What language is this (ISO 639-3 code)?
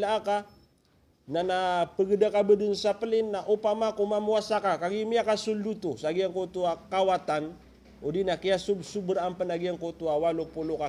mrw